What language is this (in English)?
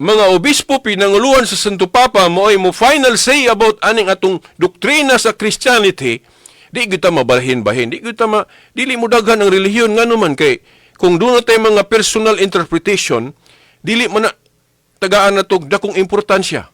Cebuano